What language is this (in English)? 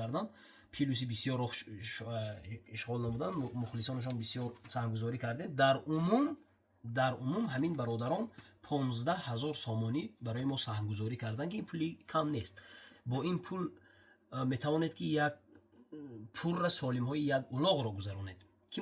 Tajik